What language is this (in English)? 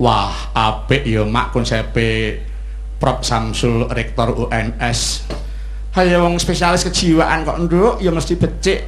Javanese